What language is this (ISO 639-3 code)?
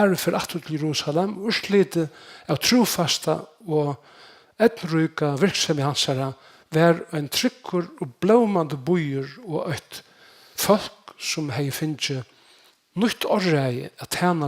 fao